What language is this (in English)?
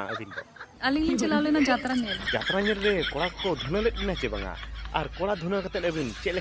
Santali